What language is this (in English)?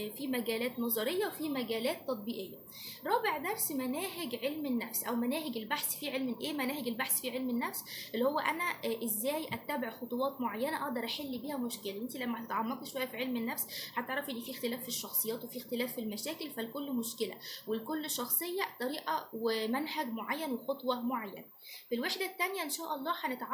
Egyptian Arabic